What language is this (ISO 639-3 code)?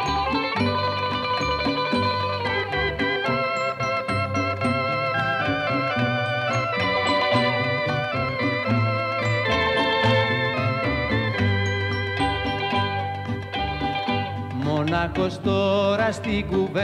ell